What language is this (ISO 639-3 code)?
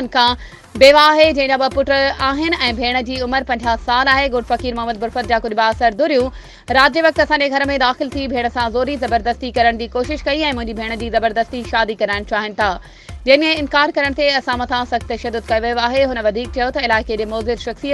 snd